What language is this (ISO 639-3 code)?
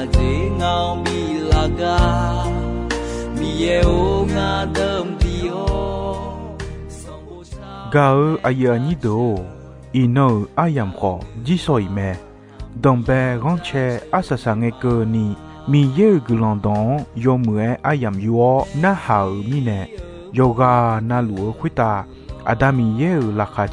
ahk